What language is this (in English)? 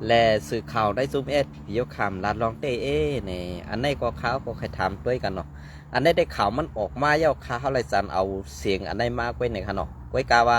Shan